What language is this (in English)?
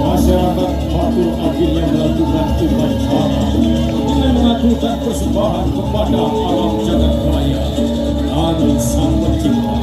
Balinese